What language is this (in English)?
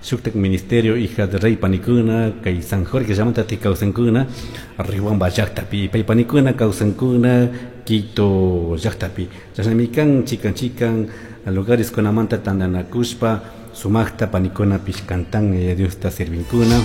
Chimborazo Highland Quichua